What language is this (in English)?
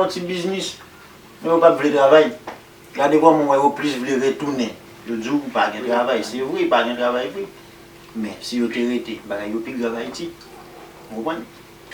Haitian Creole